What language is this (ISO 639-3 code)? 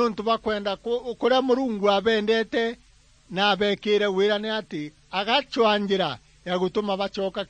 mer